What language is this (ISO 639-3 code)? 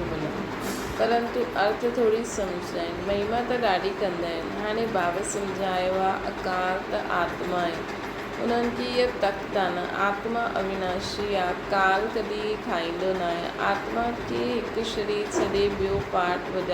snd